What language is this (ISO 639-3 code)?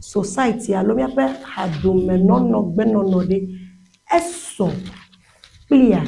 ewe